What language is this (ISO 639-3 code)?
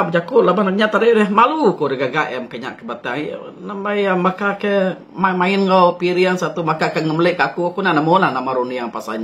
iba